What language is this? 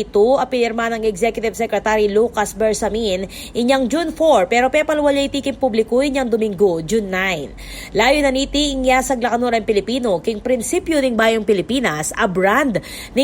Pampanga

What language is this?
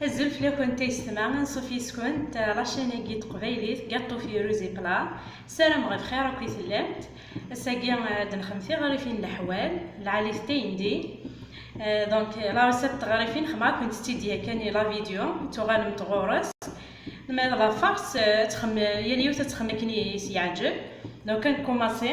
Kabyle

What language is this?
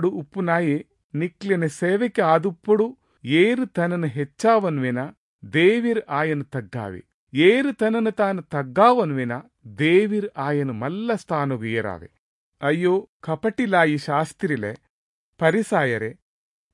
Tulu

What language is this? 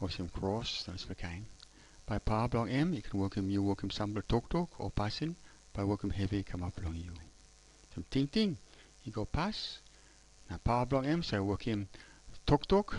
Tok Pisin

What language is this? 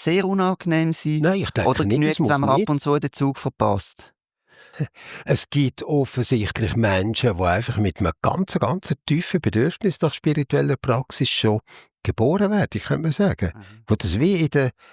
Swiss German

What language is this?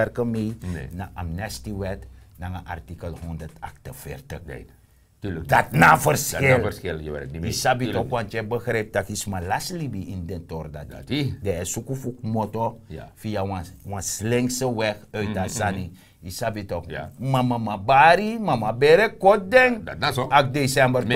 Sranan Tongo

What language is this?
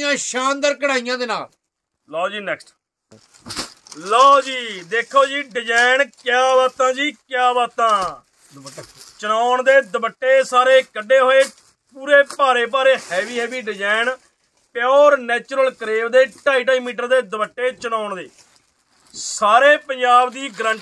Punjabi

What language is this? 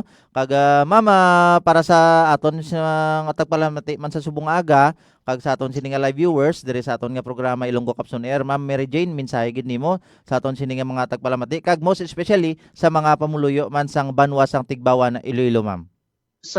Hiligaynon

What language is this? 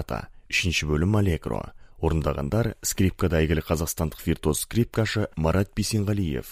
Kazakh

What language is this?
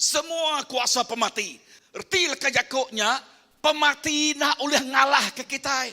Iban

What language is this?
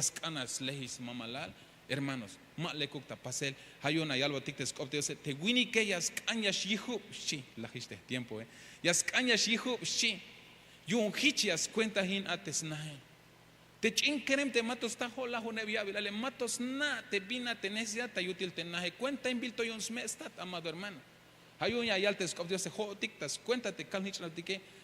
Tzeltal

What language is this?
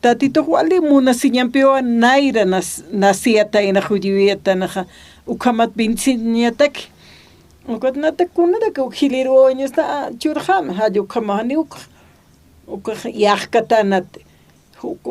Aymara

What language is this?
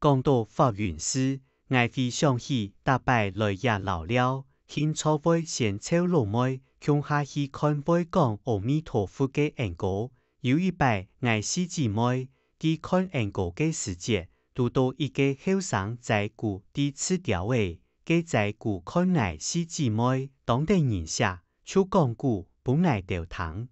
Hakka Chinese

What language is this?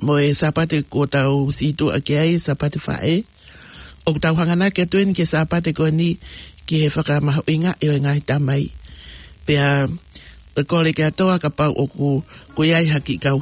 Tongan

